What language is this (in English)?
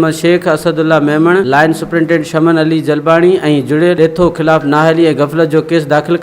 Sindhi